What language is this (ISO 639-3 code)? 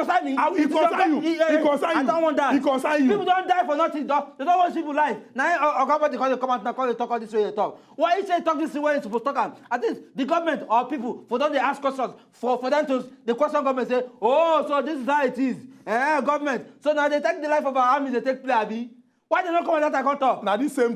pcm